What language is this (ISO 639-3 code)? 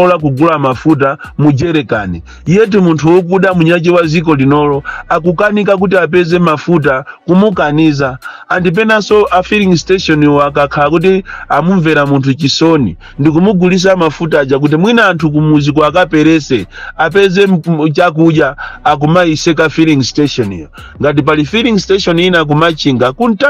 nya